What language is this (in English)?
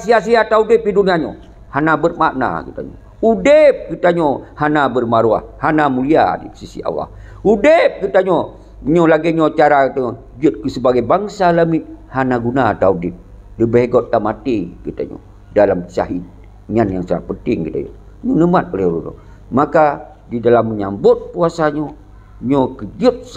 Achinese